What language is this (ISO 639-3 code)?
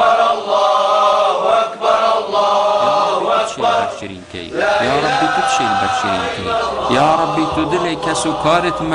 kur